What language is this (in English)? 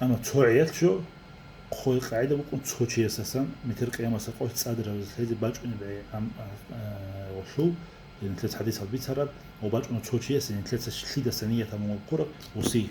Avaric